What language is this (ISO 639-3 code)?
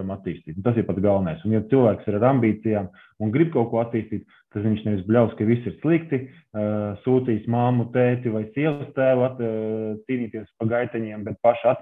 lav